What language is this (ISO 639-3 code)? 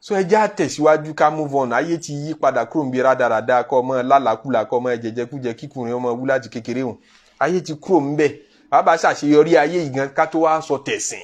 yor